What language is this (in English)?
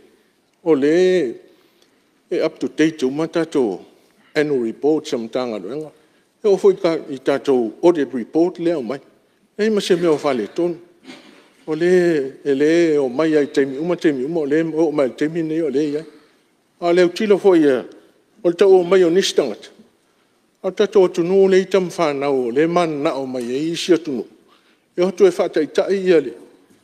Samoan